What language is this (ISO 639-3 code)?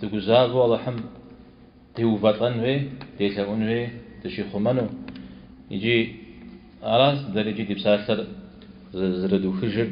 kbd